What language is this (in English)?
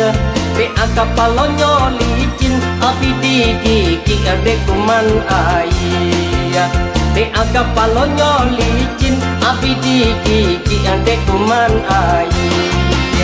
Minangkabau